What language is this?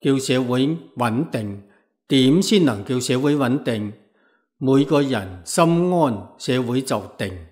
Cantonese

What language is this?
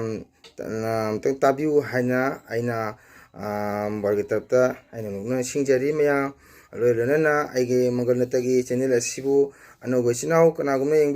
Manipuri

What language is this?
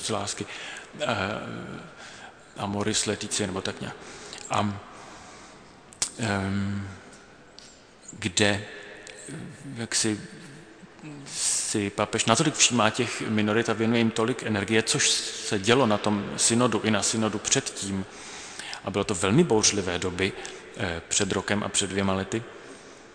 Czech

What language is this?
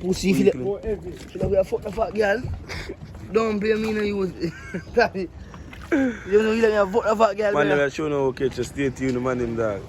Jamaican Creole English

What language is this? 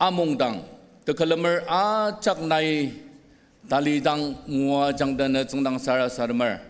Ao Naga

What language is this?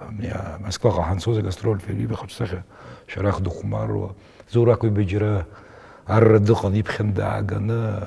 Abkhazian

